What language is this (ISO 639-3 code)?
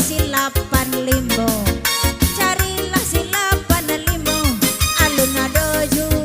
min